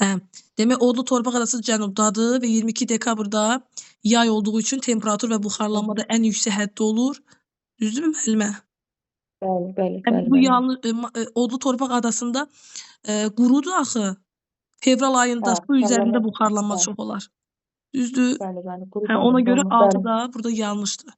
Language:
Azerbaijani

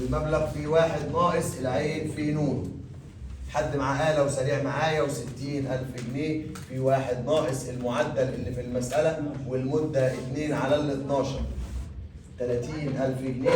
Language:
Egyptian Arabic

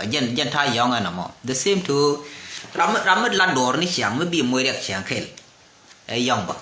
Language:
Nuer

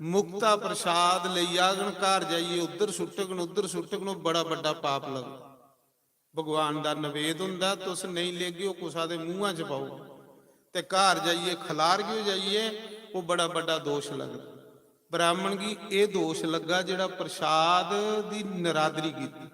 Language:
Dogri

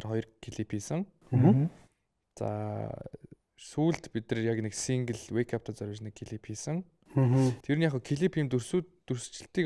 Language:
Mongolian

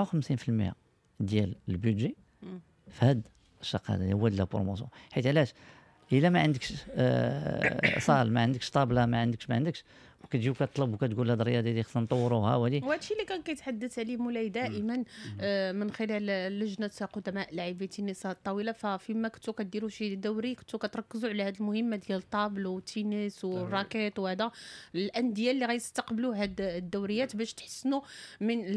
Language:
Moroccan Arabic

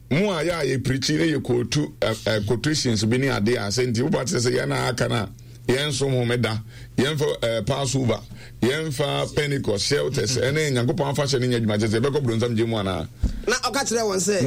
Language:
Akan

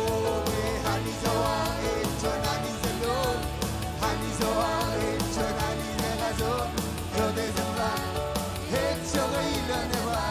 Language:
Marshallese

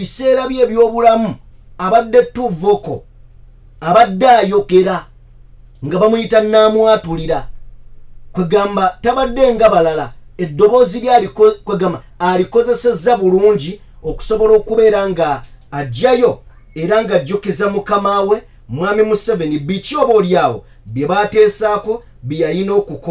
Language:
Ganda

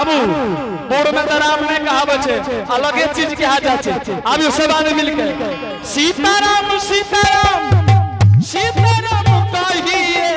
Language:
Angika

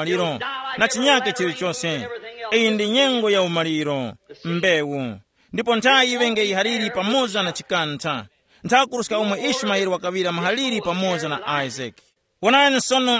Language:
Tumbuka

